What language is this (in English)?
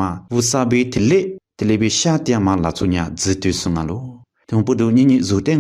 Lisu